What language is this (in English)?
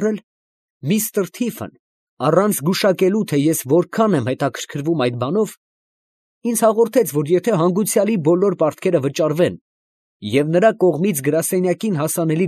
Armenian